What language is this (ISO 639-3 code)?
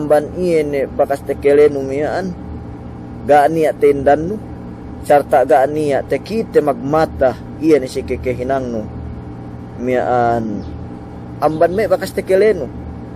yka